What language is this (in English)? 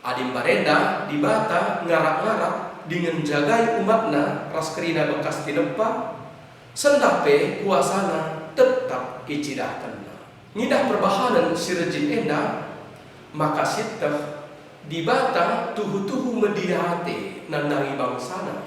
Batak Karo